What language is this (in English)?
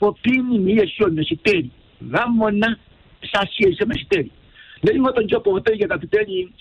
Kuanyama